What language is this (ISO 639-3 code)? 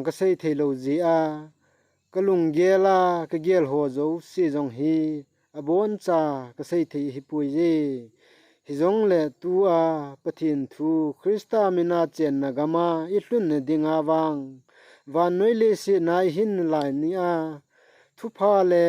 tcz